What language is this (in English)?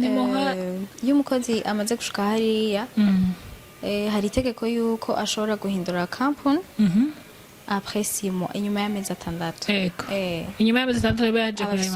Rundi